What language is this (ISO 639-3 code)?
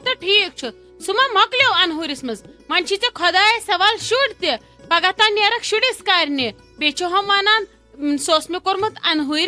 kas